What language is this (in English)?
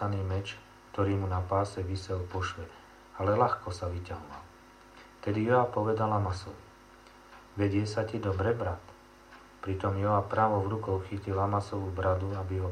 Slovak